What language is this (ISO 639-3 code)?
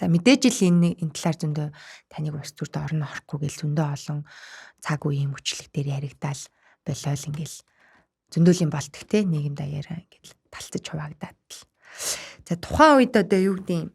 mon